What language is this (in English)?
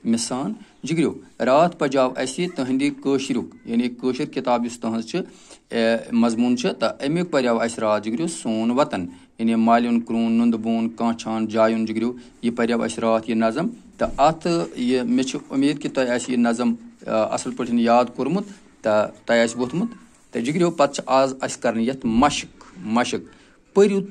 Kashmiri